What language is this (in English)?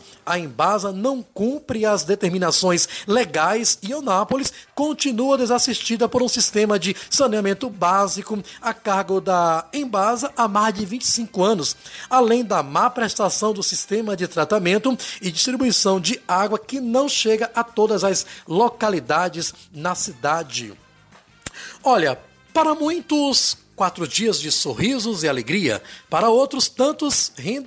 Portuguese